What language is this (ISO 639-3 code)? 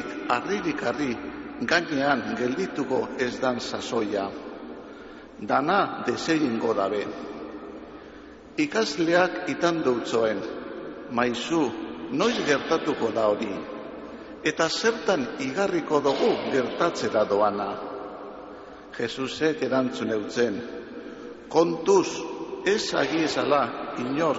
eus